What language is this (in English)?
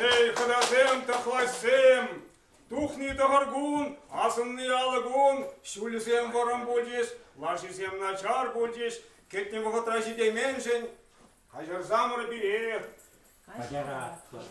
Chuvash